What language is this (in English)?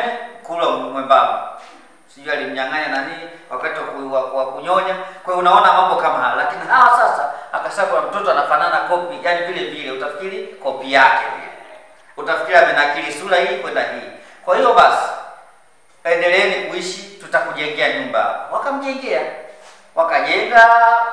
Swahili